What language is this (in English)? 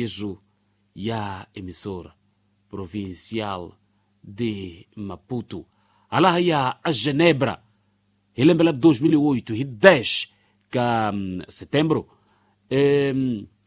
Tsonga